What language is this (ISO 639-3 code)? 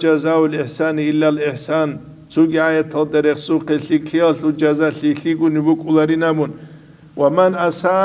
ava